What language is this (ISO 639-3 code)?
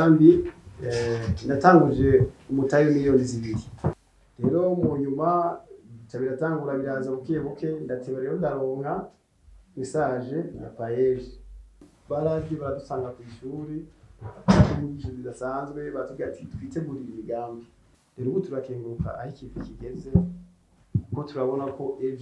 run